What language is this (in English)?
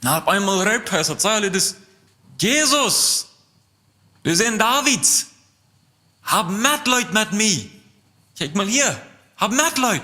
Plautdietsch